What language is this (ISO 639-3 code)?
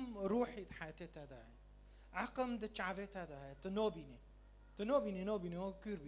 kur